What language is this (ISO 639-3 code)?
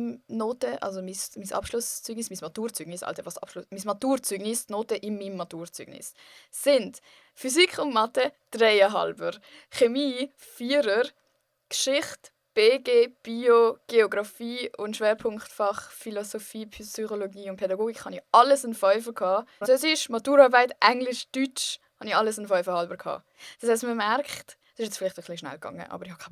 gsw